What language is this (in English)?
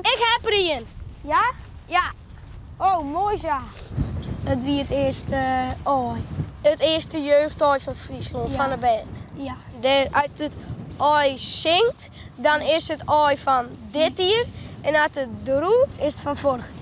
Western Frisian